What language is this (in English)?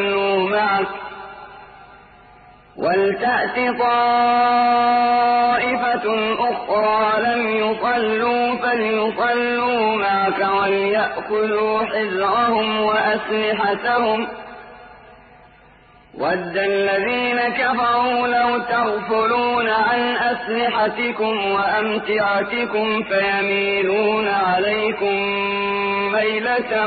Arabic